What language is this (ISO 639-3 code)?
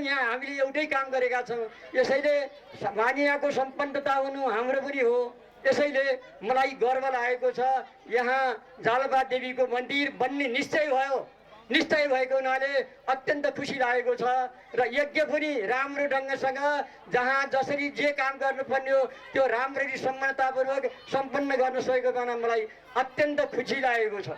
nep